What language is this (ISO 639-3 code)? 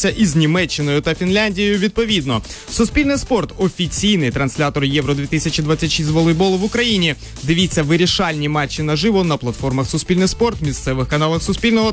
ukr